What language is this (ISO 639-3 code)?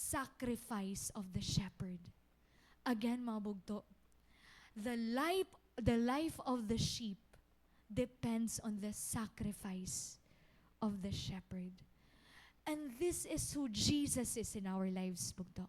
war